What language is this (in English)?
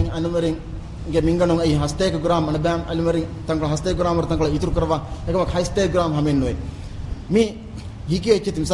Divehi